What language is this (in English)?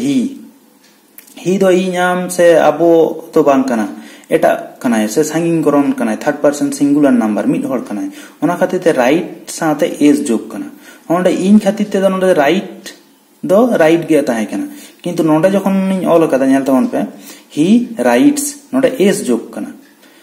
Santali